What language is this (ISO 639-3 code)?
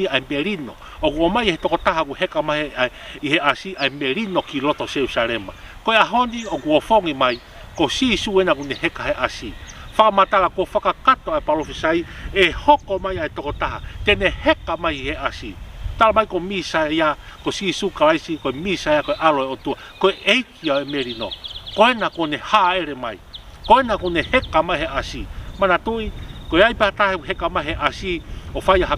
ton